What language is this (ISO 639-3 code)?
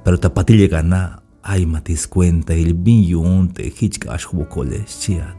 tzh